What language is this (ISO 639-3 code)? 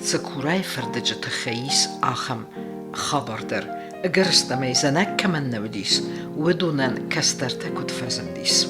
oss